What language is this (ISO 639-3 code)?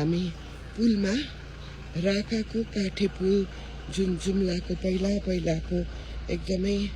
nep